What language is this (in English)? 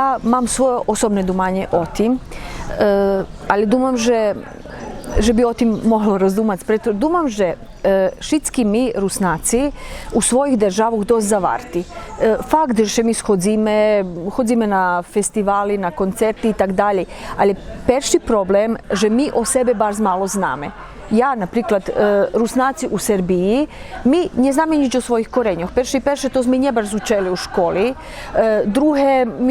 Rusyn